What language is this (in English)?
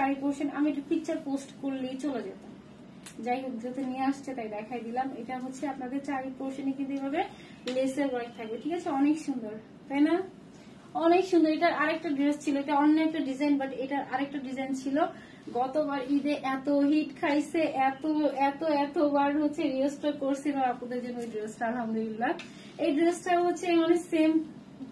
Bangla